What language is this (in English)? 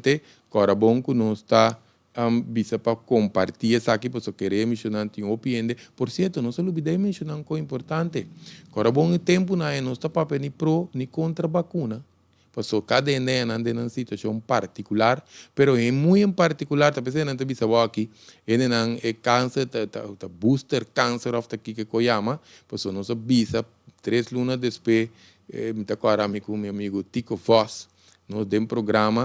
Papiamento